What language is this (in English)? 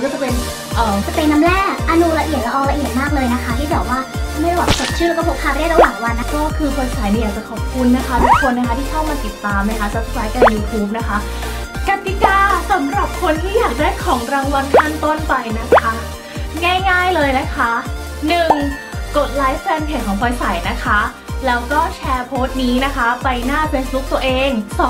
Thai